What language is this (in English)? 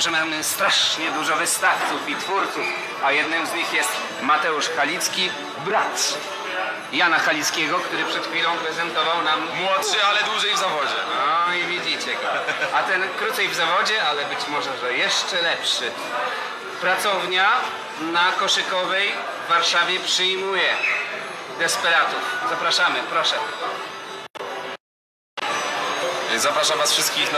Polish